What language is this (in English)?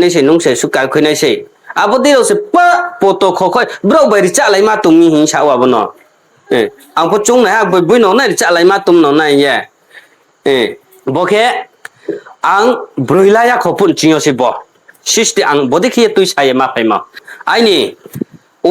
Riang (India)